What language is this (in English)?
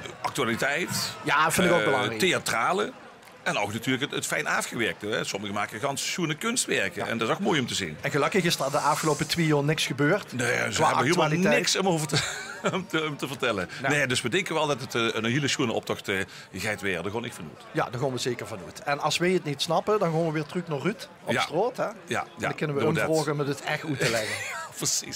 Limburgish